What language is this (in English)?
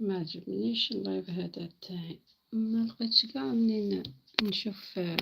Algerian Arabic